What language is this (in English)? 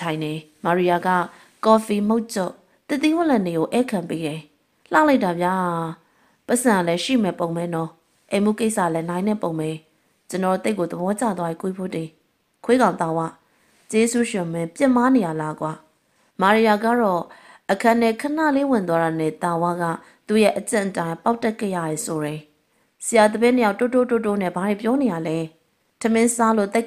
Burmese